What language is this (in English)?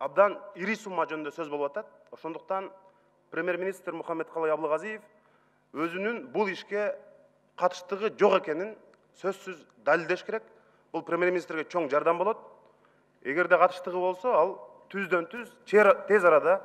Kyrgyz